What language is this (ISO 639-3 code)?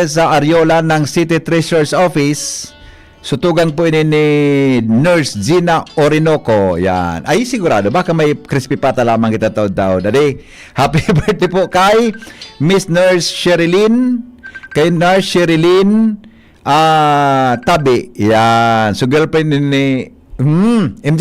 bik